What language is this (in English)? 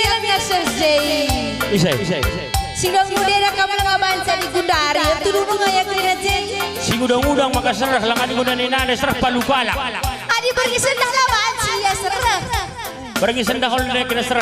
Batak Karo